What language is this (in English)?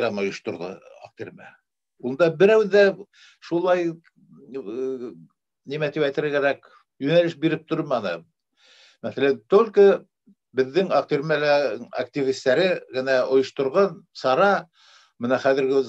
Bashkir